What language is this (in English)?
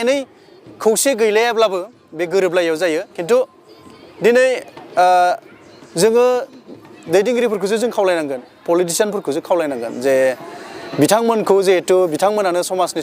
Bodo